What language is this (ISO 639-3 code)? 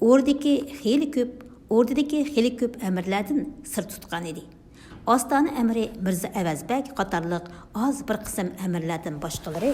uig